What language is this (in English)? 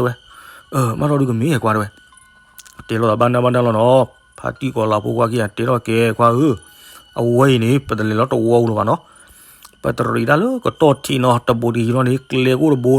S'gaw Karen